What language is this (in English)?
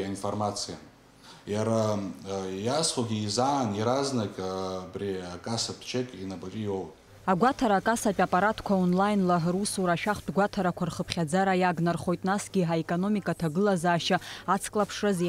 Abkhazian